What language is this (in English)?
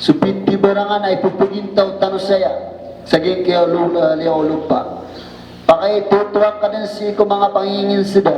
Maranao